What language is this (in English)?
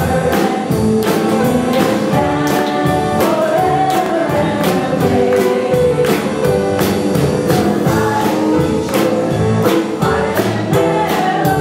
English